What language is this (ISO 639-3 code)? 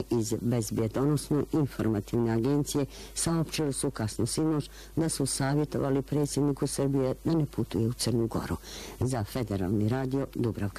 bos